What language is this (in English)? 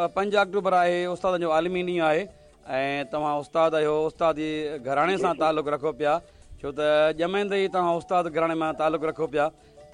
Sindhi